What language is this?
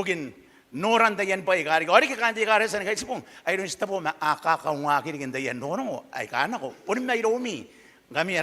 Gilbertese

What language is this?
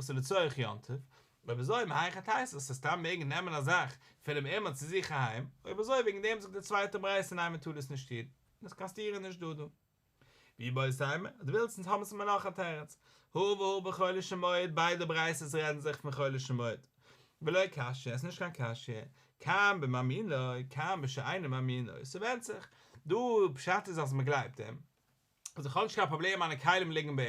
Yiddish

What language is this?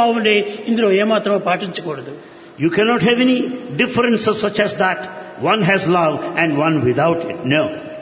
Telugu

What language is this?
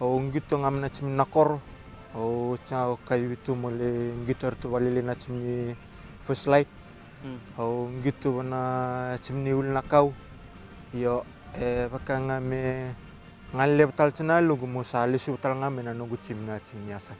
Fijian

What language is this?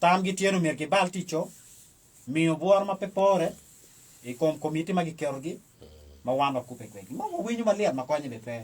Acoli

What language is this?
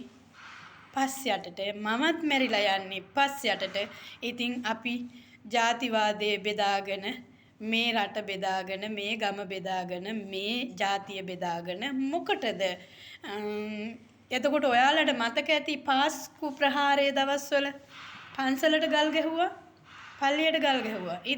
Sinhala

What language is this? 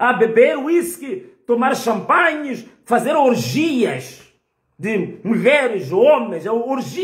Portuguese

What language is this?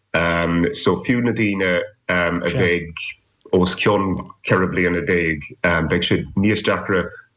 Irish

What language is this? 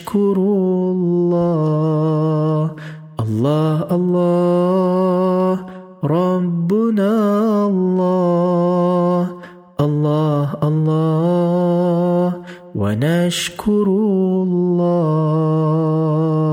Malay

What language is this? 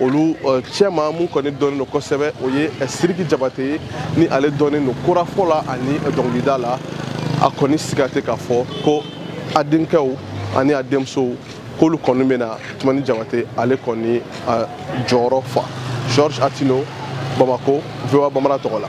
Bambara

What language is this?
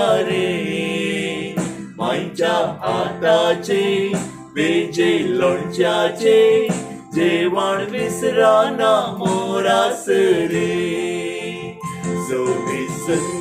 Konkani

